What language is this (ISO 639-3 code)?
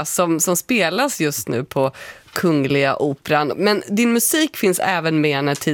swe